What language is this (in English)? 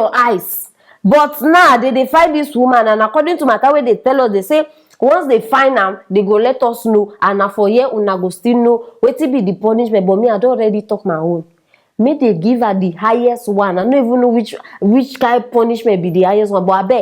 Nigerian Pidgin